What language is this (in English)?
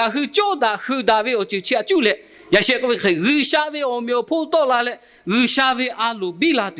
Lahu